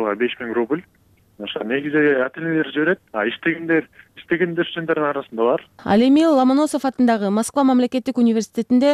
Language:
Kyrgyz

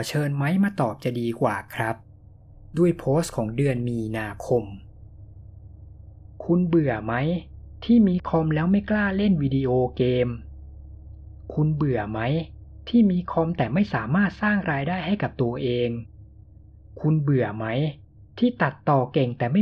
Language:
Thai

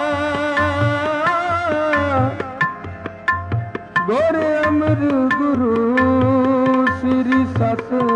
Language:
Punjabi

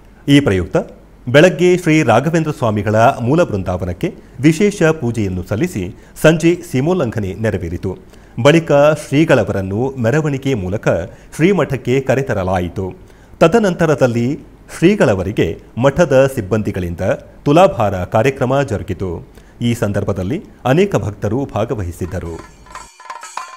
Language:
Kannada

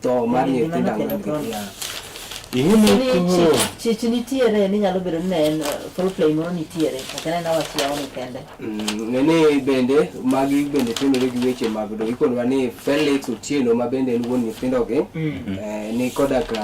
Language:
Luo (Kenya and Tanzania)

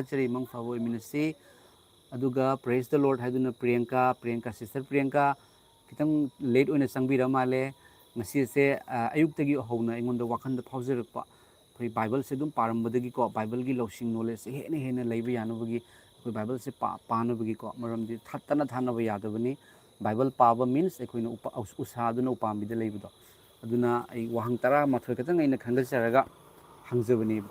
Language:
Manipuri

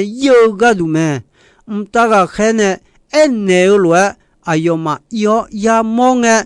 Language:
Akha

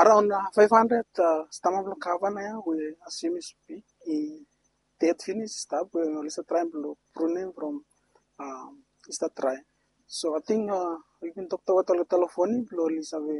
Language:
Bislama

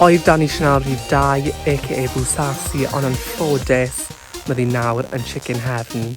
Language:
Welsh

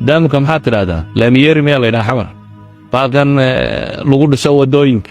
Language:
Somali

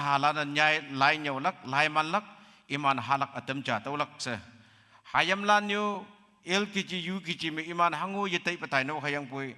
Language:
Konyak Naga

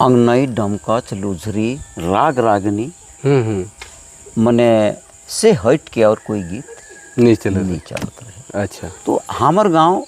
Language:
Sadri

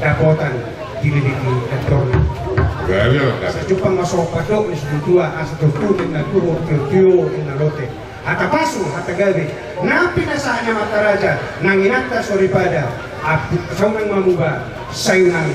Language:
Batak Toba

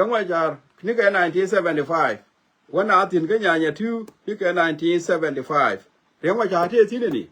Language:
Nuer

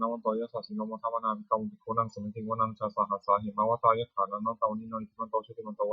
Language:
Pali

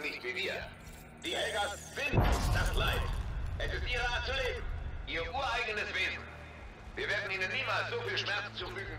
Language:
German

